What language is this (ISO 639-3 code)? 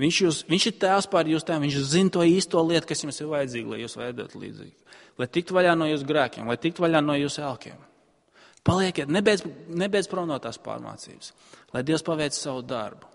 lav